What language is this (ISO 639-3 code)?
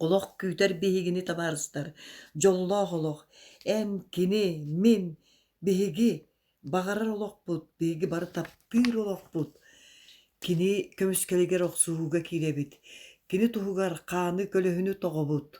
sah